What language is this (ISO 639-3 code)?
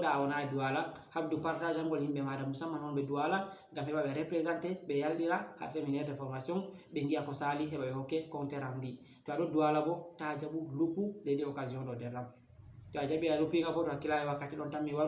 ful